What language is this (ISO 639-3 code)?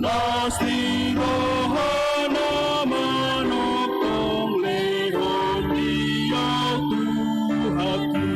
bbc